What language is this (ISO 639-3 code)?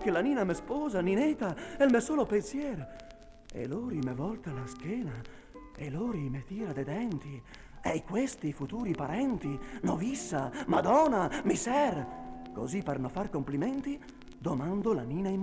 vec